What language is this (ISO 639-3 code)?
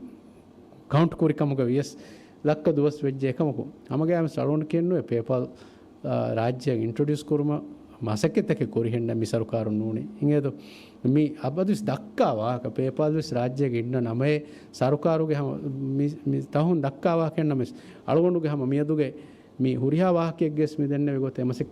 div